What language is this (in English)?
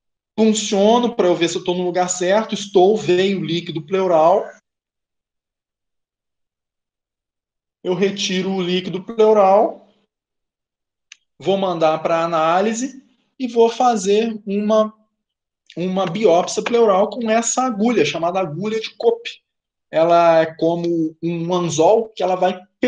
Portuguese